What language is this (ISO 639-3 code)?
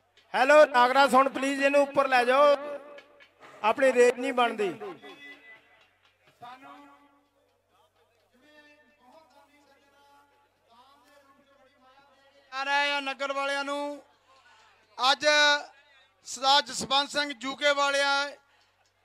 pan